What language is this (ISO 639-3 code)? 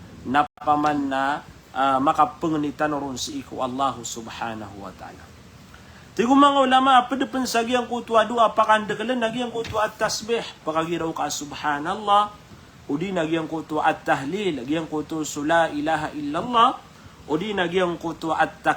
mrw